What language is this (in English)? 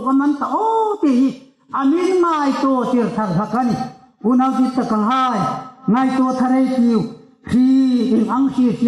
Hmar